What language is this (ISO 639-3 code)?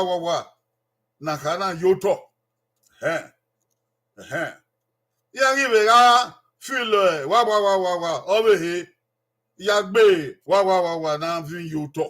bin